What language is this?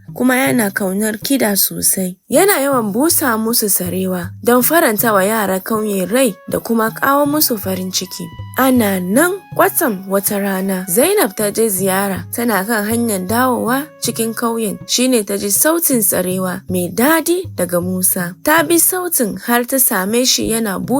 Hausa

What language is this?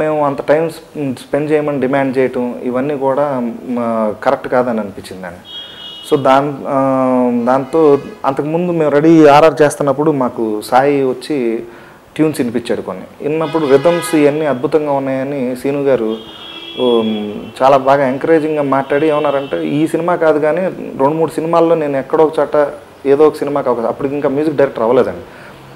Telugu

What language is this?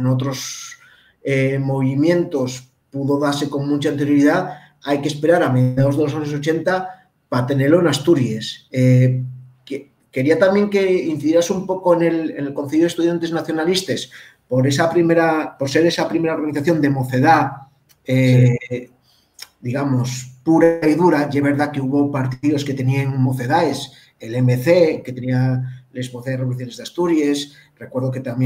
Asturian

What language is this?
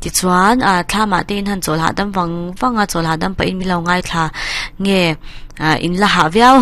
Mizo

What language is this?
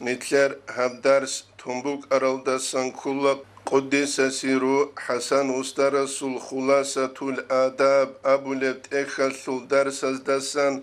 Avaric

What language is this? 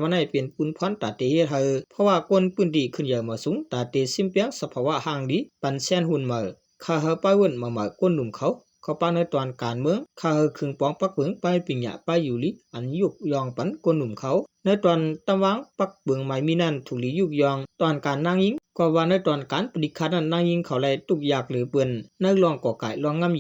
Shan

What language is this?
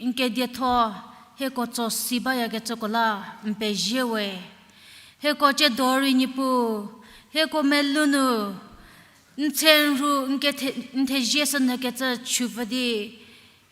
Angami Naga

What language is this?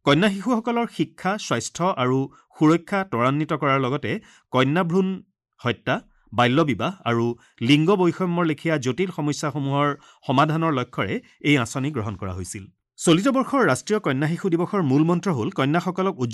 Assamese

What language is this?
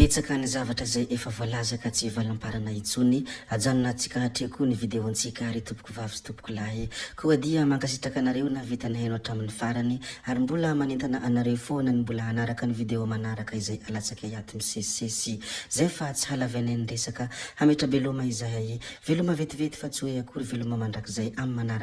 Malagasy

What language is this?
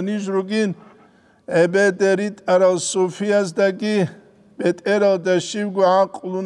Avaric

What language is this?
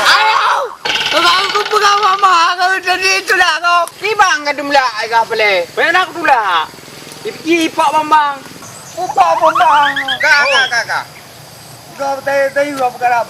Achinese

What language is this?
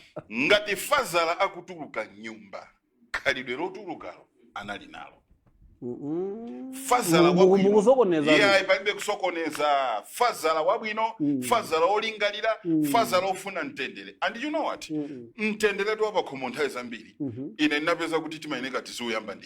Nyanja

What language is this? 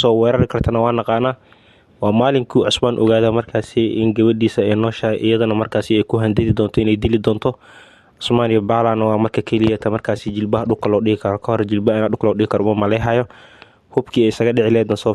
Somali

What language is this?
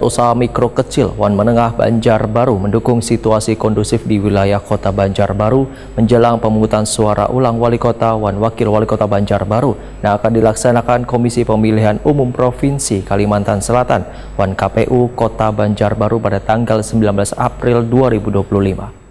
Banjar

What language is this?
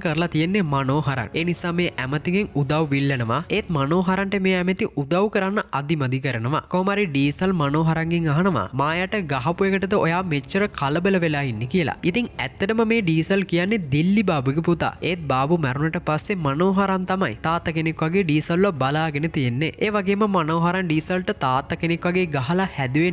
Sinhala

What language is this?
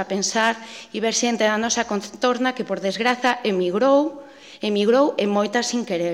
Galician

